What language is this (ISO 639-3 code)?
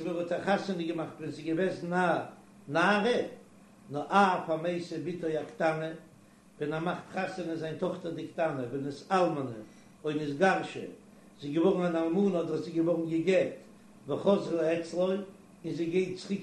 yid